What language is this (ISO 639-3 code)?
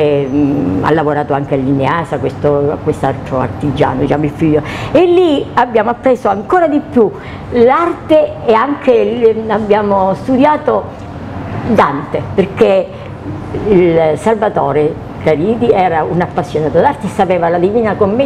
ita